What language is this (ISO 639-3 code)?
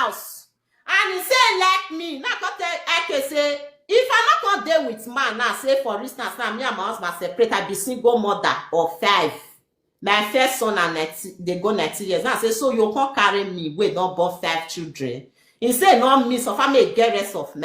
pcm